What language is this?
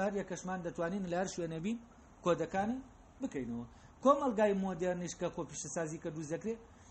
Central Kurdish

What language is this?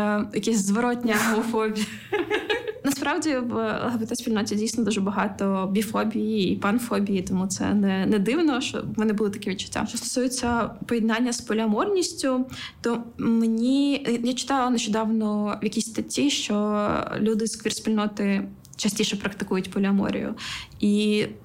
Ukrainian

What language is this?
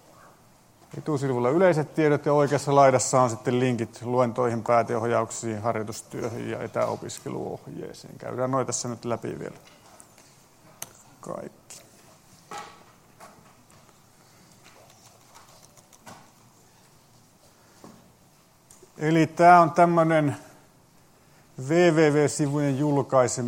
Finnish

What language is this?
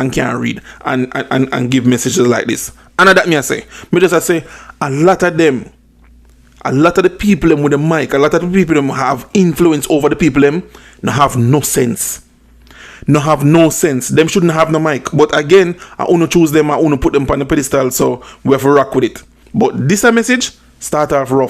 Jamaican Creole English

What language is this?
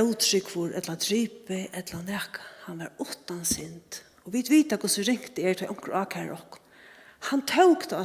Faroese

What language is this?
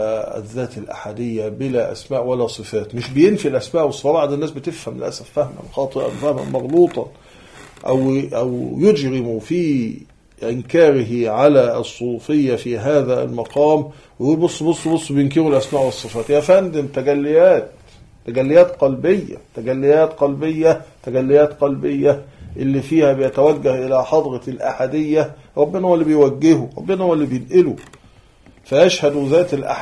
Egyptian Arabic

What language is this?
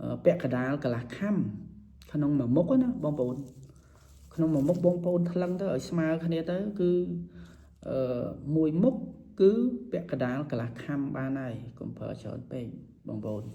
Khmer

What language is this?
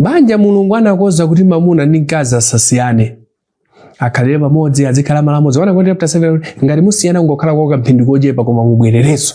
Nyanja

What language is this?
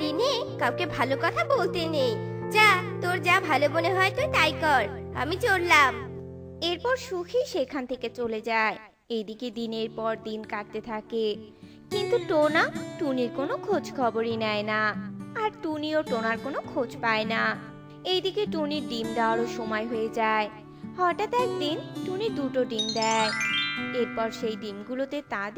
Bangla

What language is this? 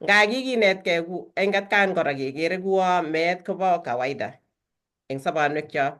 Kalenjin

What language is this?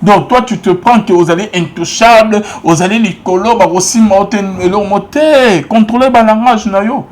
Lingala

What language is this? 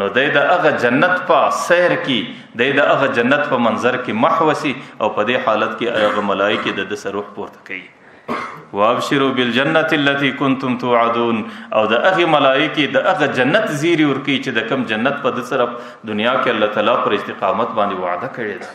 Pashto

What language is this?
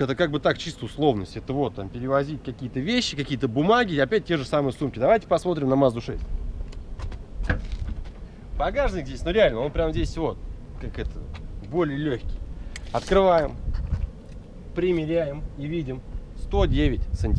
Russian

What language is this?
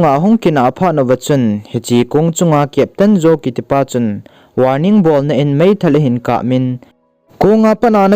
Thado Chin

